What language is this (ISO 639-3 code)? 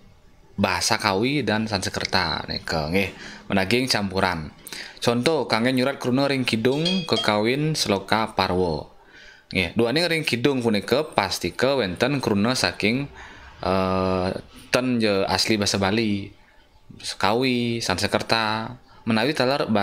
ban